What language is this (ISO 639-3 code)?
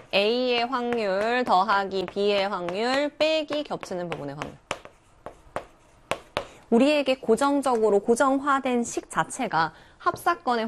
kor